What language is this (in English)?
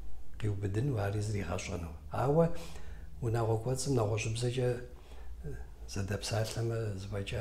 Kabardian